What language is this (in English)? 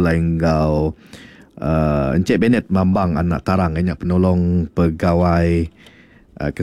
Iban